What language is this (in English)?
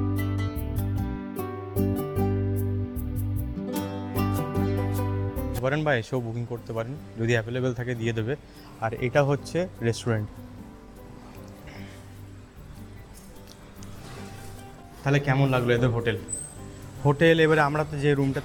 Bangla